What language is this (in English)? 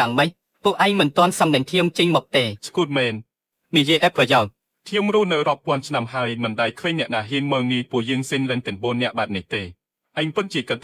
Khmer